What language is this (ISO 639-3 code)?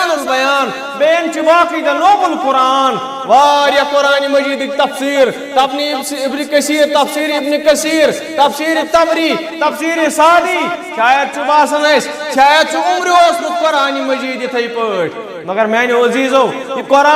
kas